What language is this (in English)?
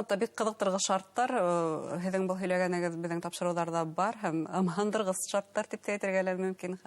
Bashkir